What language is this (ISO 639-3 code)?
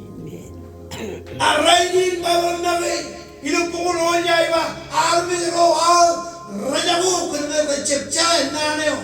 mah